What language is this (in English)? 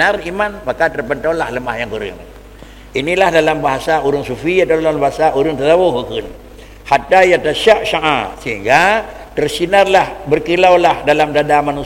Achinese